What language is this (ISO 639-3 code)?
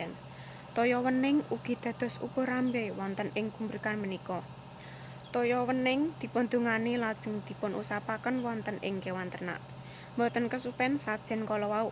jav